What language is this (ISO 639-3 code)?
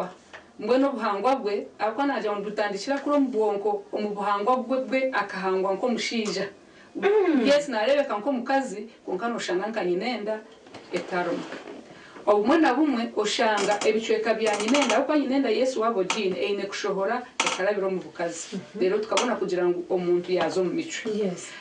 nyn